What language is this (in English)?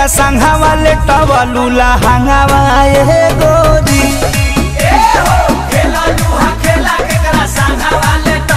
Bhojpuri